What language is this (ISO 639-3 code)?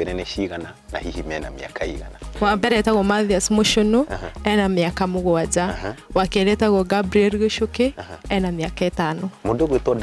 kik